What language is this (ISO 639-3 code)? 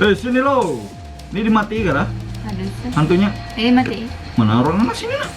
bjn